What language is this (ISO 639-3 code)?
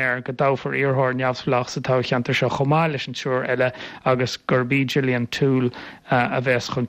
gle